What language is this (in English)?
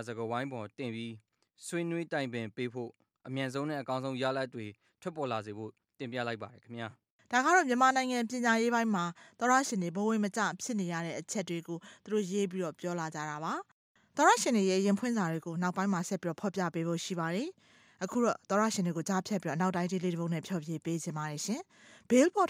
Burmese